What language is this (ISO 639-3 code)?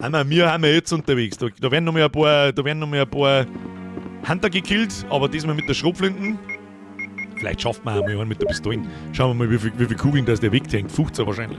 bar